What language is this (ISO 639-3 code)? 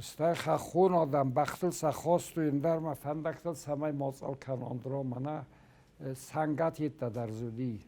oss